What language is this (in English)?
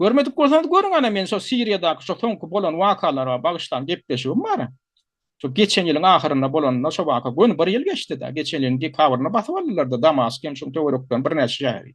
Turkmen